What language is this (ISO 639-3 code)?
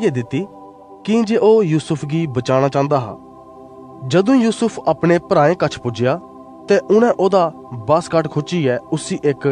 doi